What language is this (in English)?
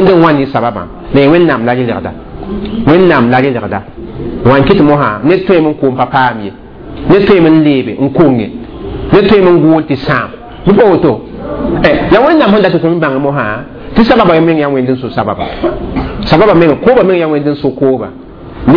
Mossi